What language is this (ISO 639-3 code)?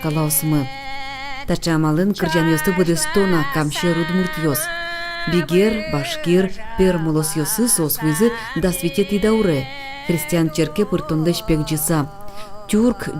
udm